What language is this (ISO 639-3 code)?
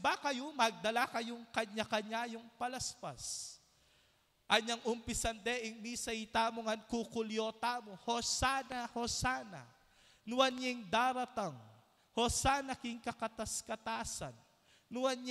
pam